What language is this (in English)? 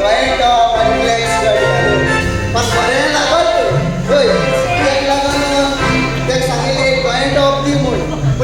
Konkani